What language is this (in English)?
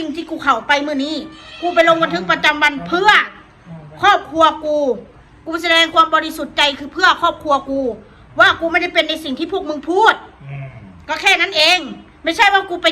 Northeastern Thai